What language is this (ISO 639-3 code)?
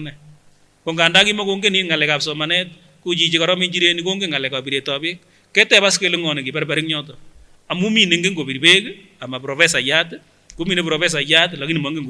sgc